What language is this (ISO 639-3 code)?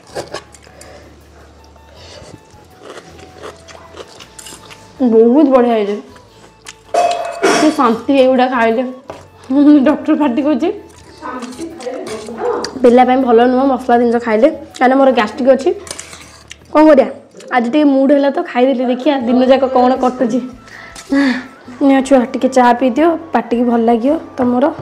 ori